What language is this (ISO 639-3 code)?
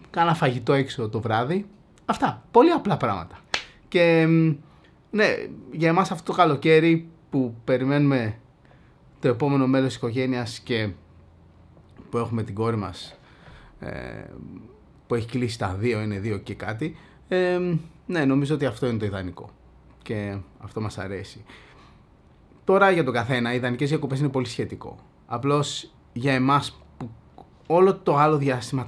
ell